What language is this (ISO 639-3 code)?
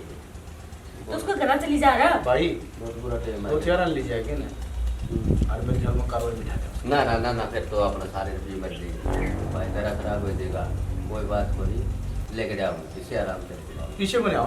bgc